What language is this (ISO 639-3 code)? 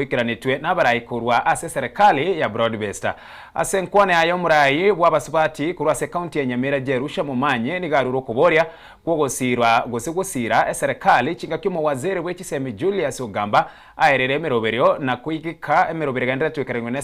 guz